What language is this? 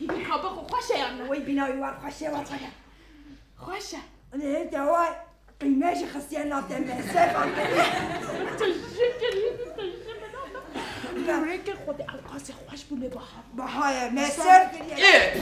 Kurdish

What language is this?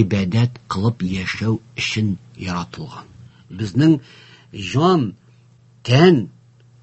Tatar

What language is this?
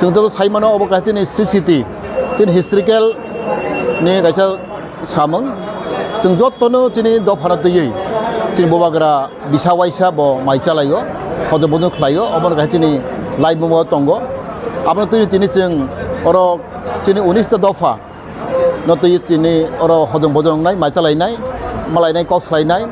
Kok Borok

